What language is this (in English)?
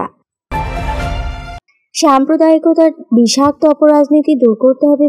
Bangla